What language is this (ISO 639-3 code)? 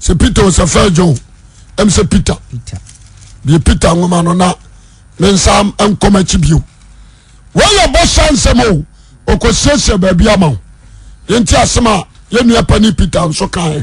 aka